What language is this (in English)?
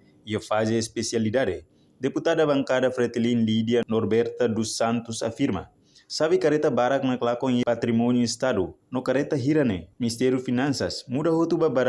Tetum